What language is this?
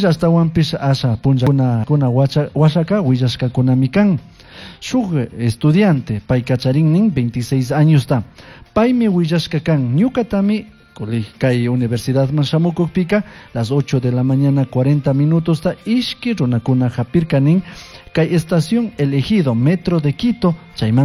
Chimborazo Highland Quichua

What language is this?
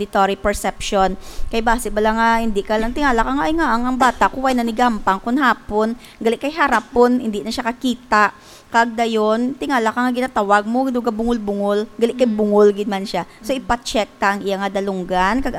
Hiligaynon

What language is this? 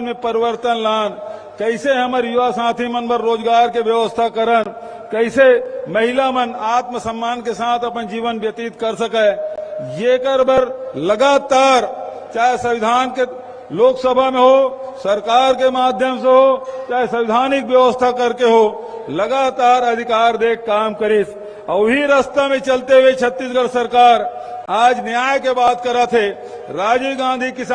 Chhattisgarhi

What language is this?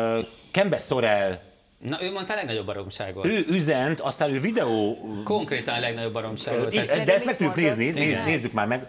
Hungarian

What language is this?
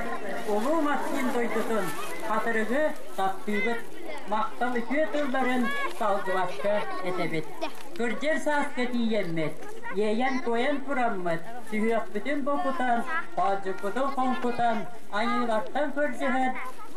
Yakut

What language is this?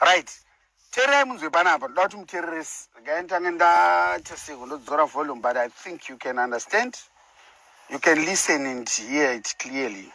Shona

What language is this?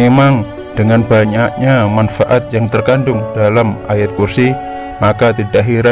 Indonesian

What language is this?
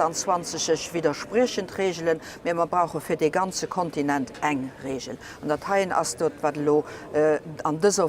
Luxembourgish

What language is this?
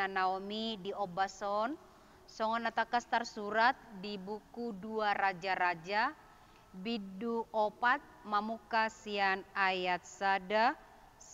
Batak Toba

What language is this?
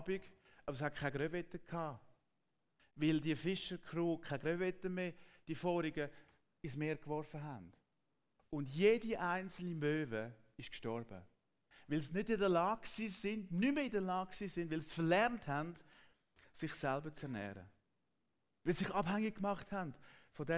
Swiss German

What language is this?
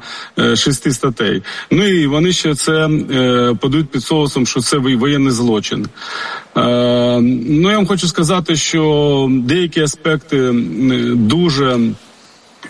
Ukrainian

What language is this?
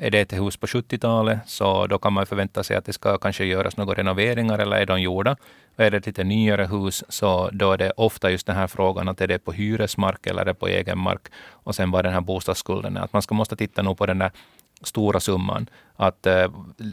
Swedish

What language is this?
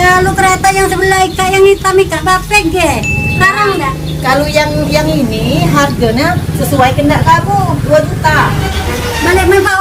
Musi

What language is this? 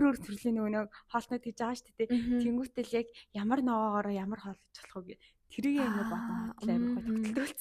Mongolian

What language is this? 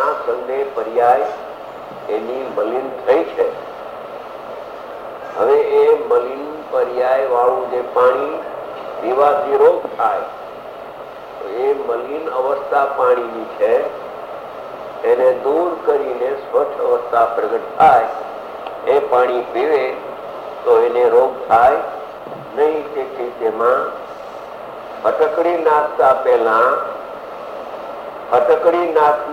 Gujarati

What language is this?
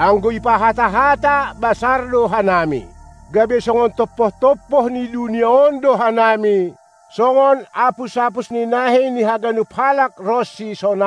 Batak Simalungun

